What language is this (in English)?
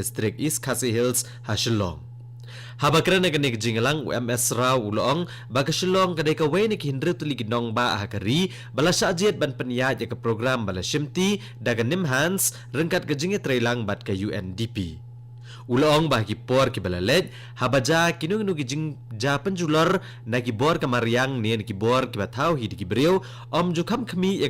Khasi